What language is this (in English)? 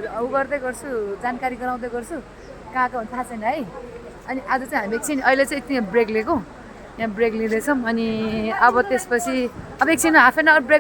Nepali